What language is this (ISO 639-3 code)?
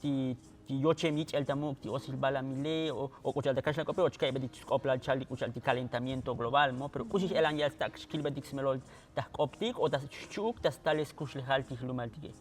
tzo